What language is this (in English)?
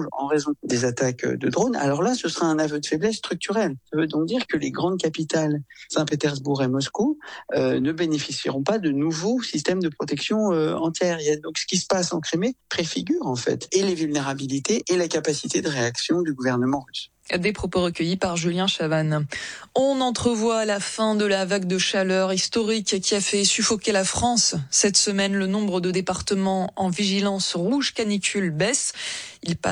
French